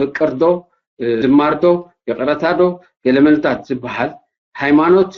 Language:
Tigrinya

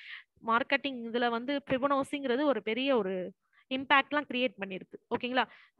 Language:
Tamil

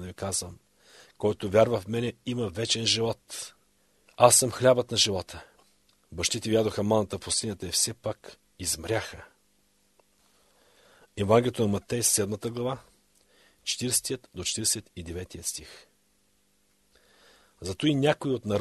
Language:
Bulgarian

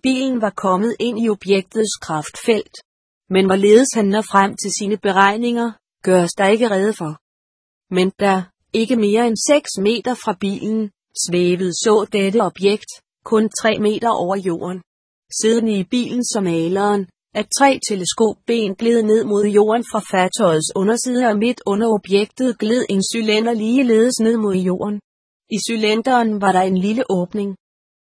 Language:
Danish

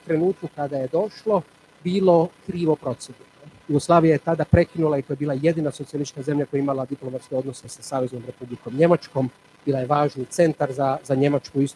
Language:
Croatian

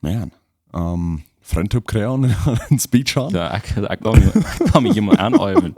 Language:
Plautdietsch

